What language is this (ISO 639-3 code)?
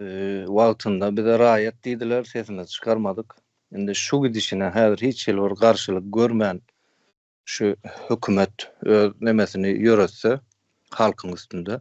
tuk